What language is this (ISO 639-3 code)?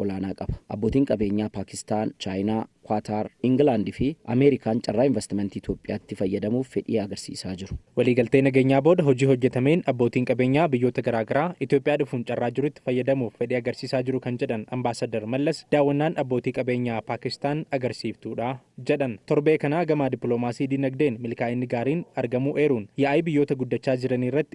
orm